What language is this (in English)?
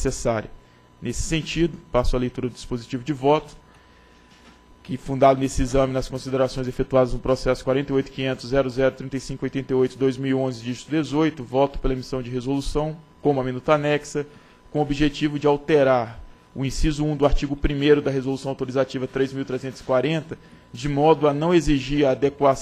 Portuguese